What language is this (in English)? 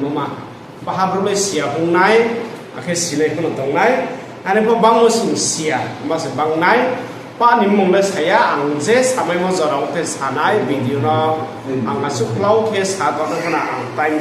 Riang (India)